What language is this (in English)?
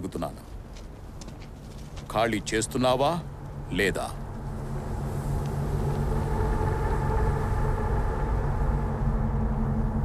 Telugu